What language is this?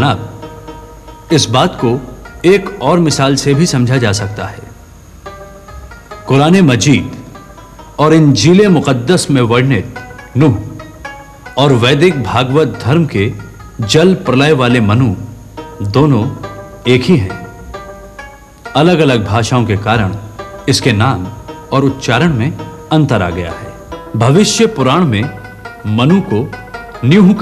Hindi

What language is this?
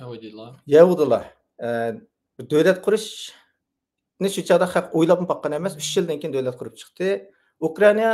Uyghur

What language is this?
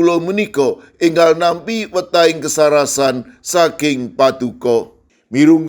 Javanese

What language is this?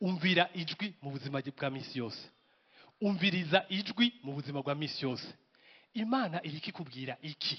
Rundi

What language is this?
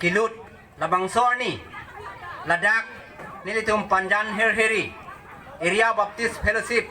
Karbi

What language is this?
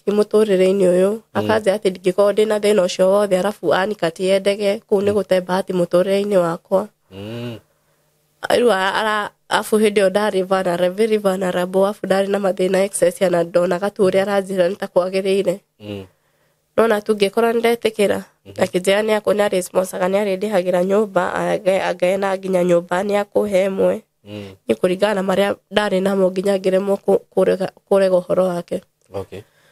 Kikuyu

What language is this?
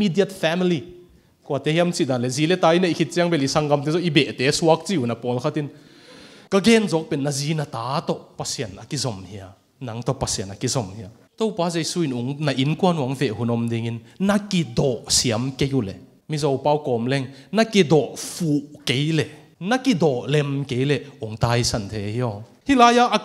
Tedim Chin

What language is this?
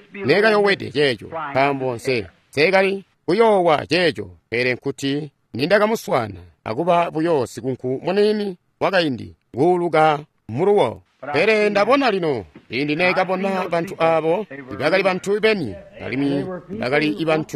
Tonga (Zambia)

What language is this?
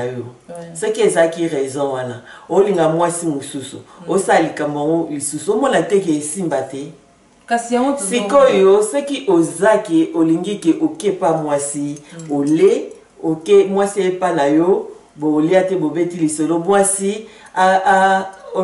Lingala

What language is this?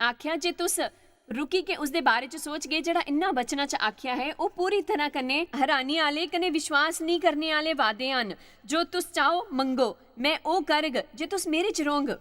Dogri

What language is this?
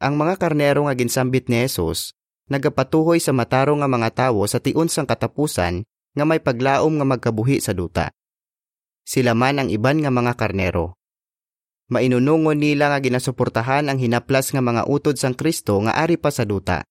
Hiligaynon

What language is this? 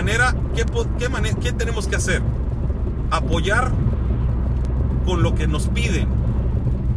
Spanish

